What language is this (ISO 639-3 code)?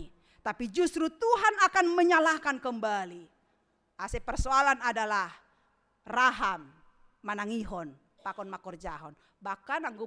bts